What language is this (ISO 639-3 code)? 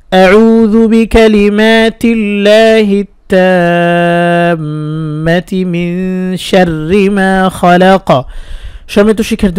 ben